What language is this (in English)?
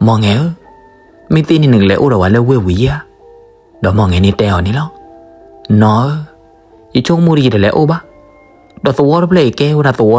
S'gaw Karen